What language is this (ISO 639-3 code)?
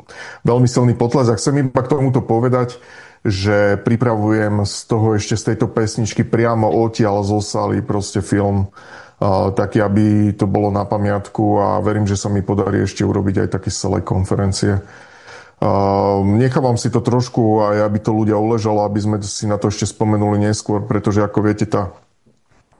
slk